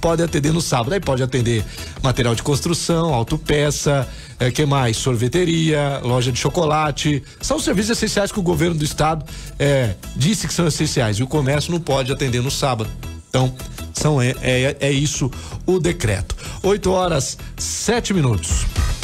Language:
Portuguese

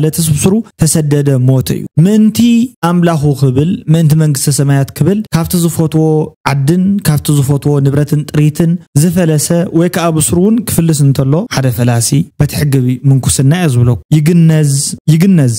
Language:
Tigrinya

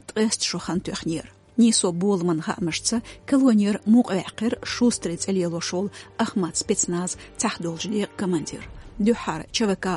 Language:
Chechen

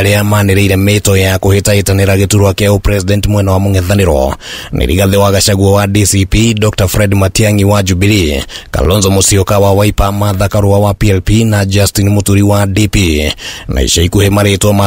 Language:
Kikuyu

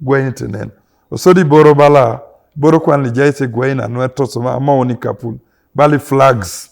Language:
Teso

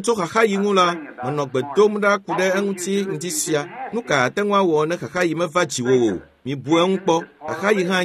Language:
Ewe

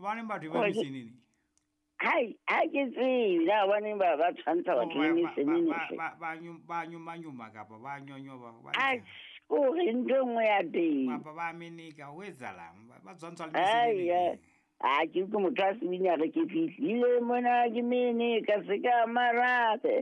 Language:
Southern Sotho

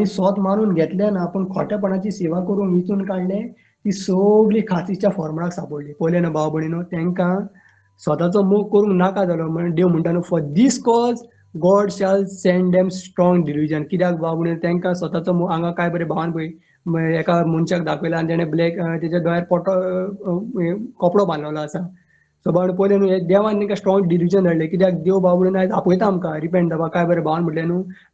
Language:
Konkani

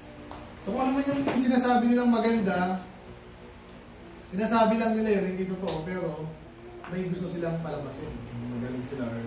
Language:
Filipino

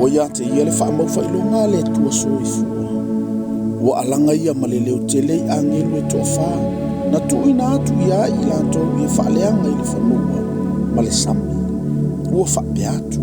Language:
Samoan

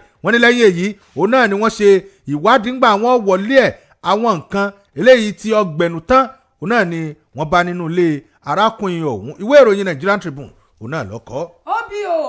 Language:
Yoruba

